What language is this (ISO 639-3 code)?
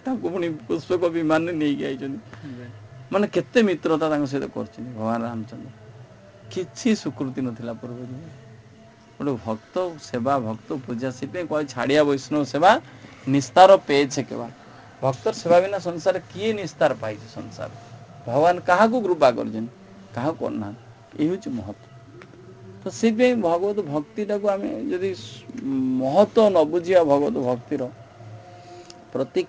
ori